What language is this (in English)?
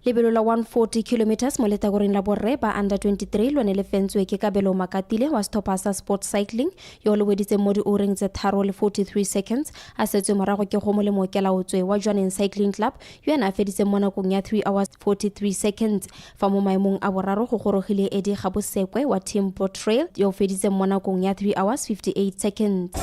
Tswana